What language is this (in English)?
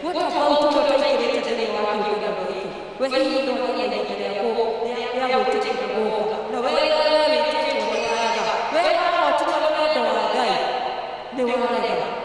Kikuyu